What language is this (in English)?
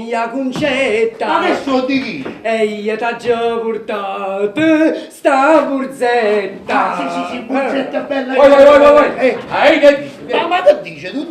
Neapolitan